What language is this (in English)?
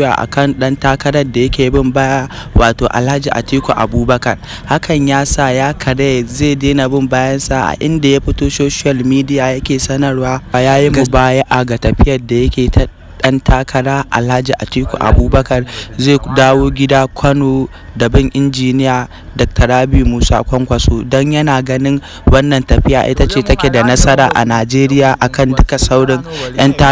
Hausa